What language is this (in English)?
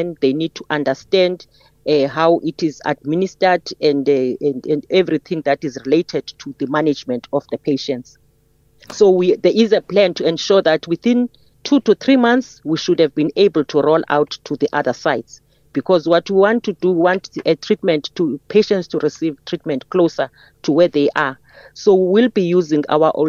English